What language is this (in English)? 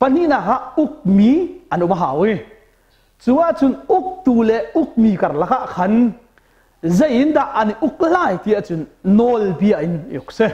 Hakha Chin